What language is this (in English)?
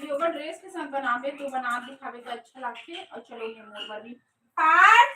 Chhattisgarhi